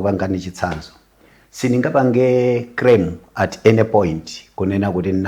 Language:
Nyanja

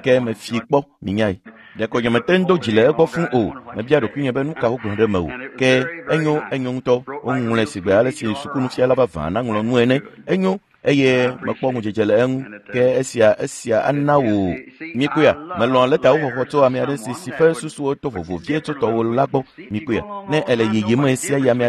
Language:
Ewe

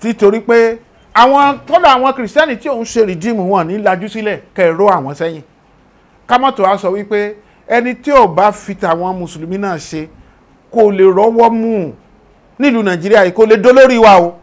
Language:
Yoruba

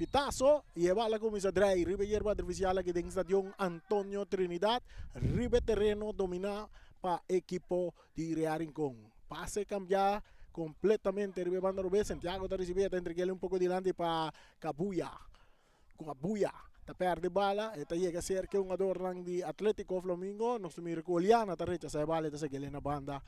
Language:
Papiamento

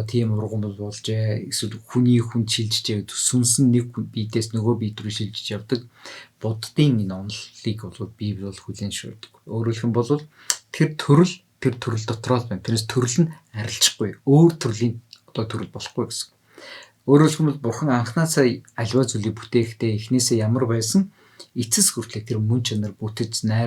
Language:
Mongolian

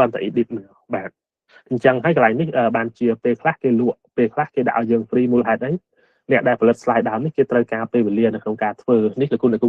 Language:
Khmer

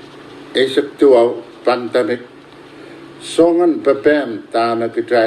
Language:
Pohnpeian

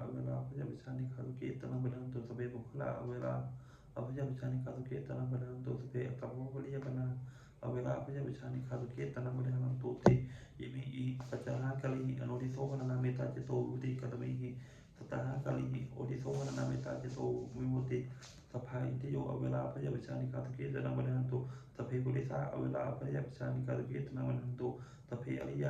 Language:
Pali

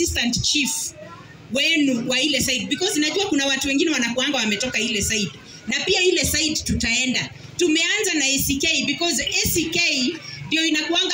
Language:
Swahili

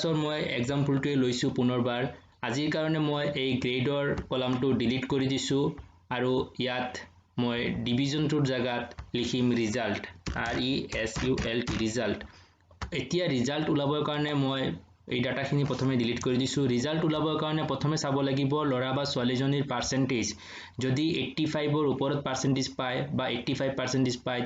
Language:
Assamese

